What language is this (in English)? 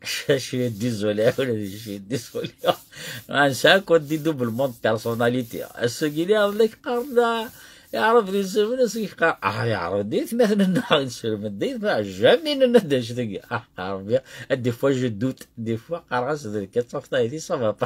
Kabyle